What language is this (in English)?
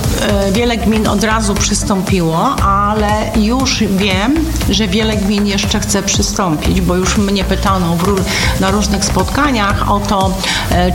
Polish